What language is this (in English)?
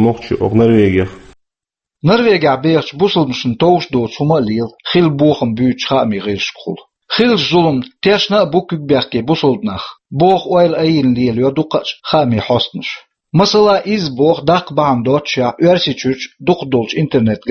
Chechen